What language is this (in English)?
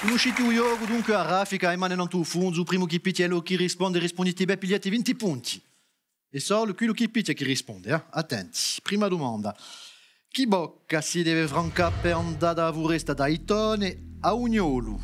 Corsican